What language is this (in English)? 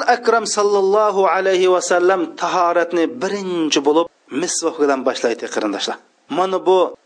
Uyghur